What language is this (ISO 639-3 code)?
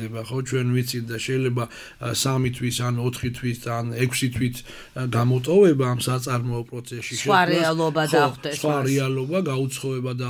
kat